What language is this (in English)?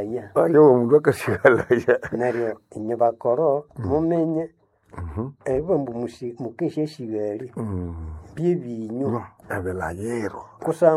Nande